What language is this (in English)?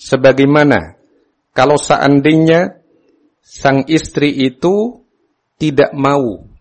Indonesian